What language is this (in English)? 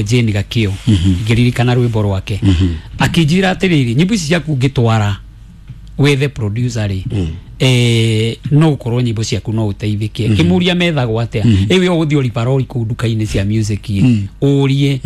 Kikuyu